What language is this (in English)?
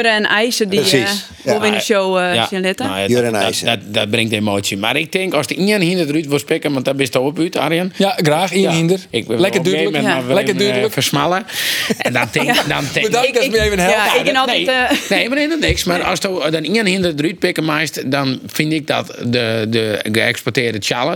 Western Frisian